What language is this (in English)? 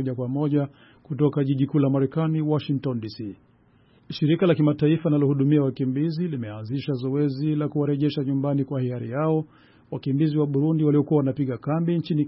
Swahili